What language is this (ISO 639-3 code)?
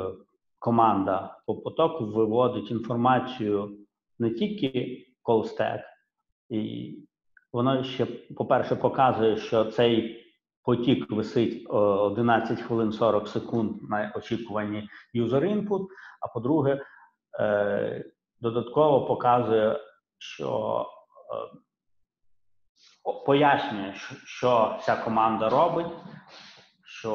ukr